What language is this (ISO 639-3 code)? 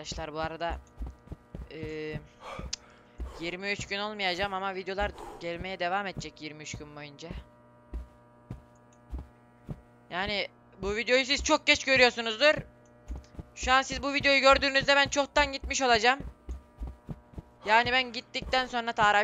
tur